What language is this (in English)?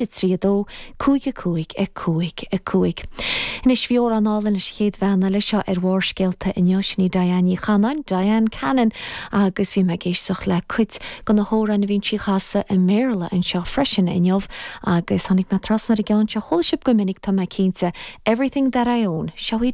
Irish